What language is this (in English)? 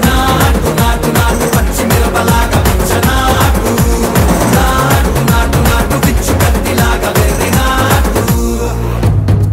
Telugu